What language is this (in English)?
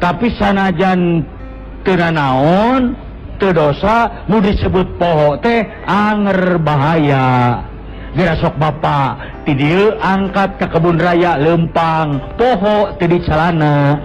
Sundanese